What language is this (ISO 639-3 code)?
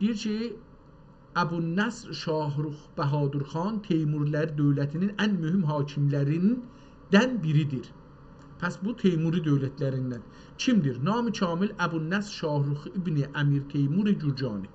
azb